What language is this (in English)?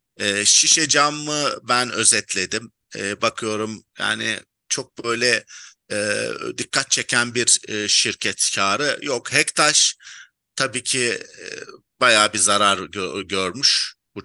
Turkish